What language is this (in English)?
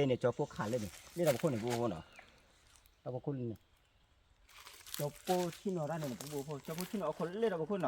S'gaw Karen